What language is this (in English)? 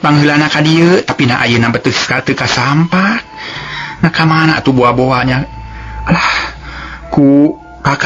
Sundanese